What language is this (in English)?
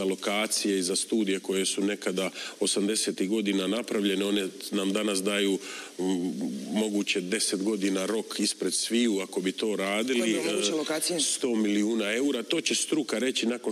Croatian